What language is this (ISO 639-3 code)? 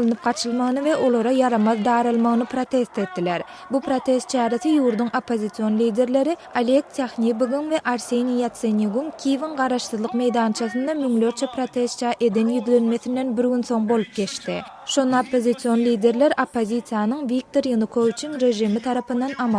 tuk